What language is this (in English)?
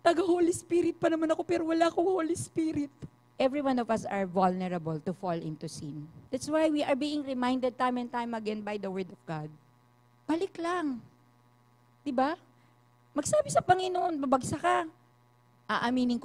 Filipino